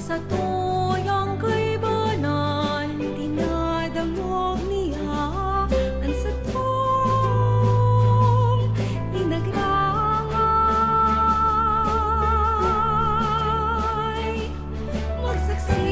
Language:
Bikol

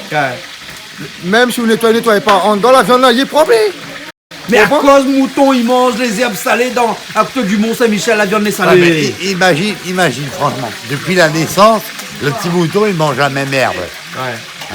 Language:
Réunion Creole French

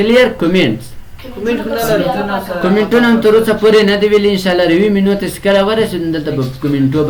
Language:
Pashto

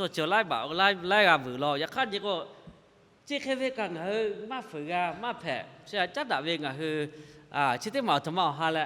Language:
Lahu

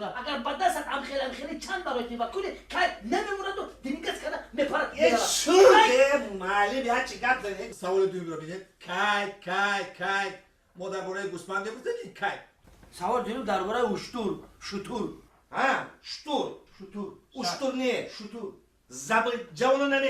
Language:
Tajik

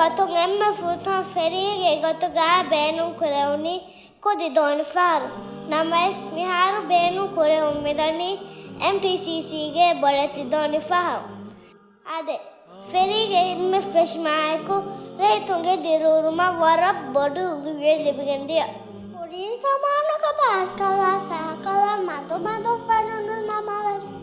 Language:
Divehi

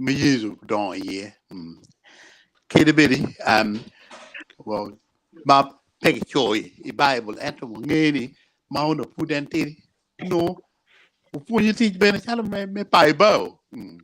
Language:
Acoli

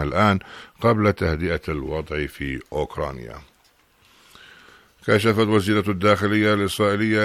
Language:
Arabic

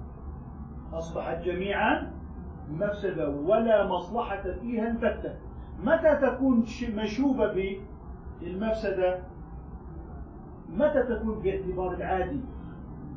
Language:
Arabic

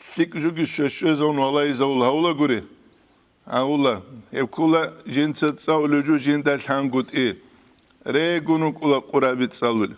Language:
Avaric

